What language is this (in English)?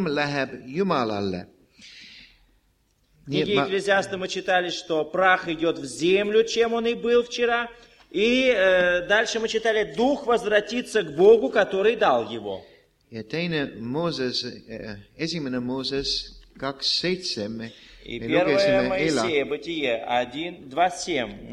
Estonian